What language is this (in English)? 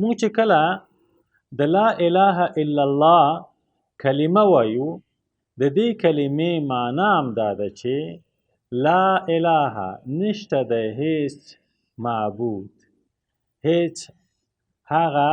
Pashto